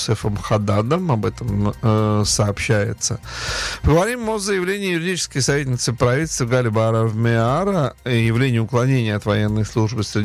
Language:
Russian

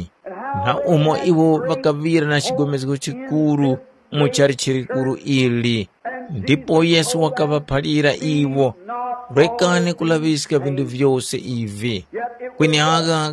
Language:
Tumbuka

